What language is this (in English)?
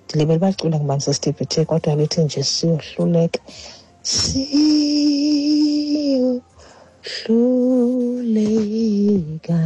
Xhosa